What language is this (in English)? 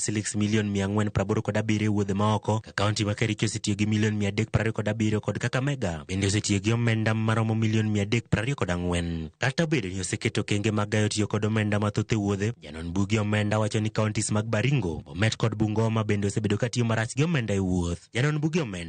Luo (Kenya and Tanzania)